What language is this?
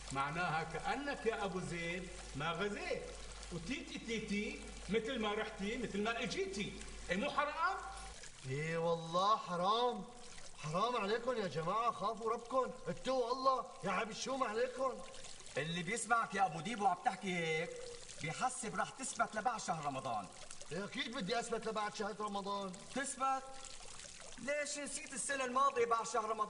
North Levantine Arabic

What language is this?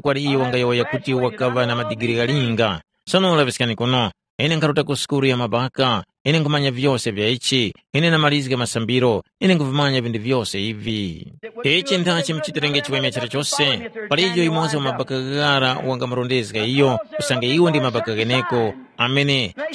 Tumbuka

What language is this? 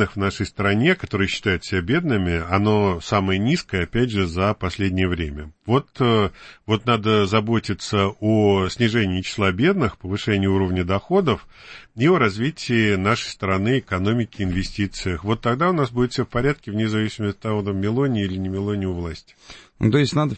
Russian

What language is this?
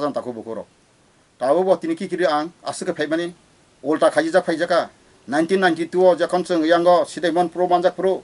Kok Borok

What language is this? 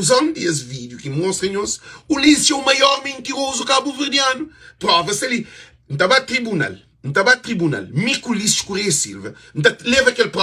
Kabuverdianu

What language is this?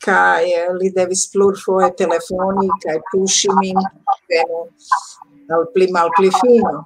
Esperanto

